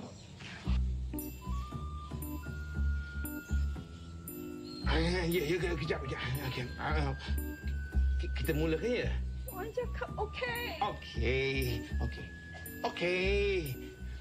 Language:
Malay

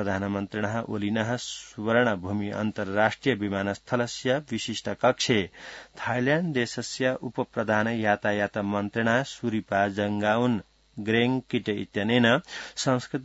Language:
Sanskrit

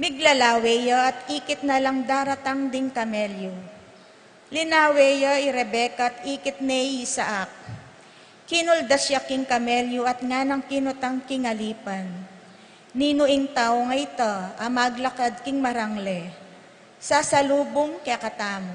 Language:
Pampanga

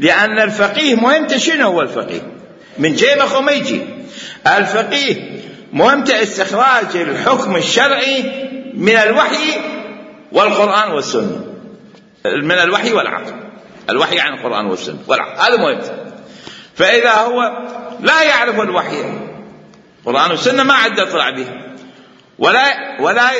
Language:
Mesopotamian Arabic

